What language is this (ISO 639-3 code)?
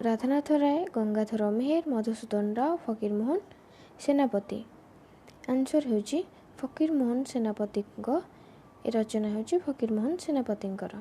ori